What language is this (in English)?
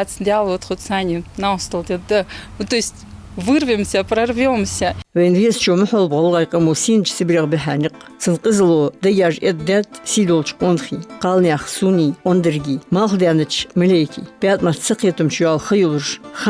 Ingush